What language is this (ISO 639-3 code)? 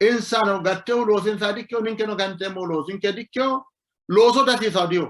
sid